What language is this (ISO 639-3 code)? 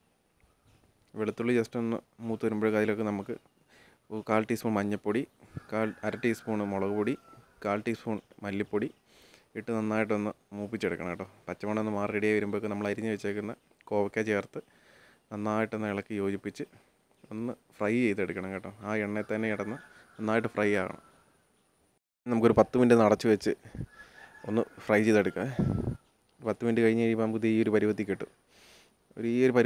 mal